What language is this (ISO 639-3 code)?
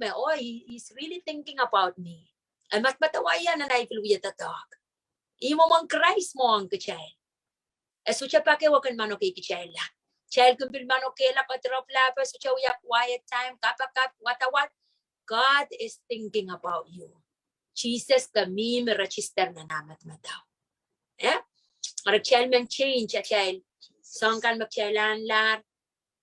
pon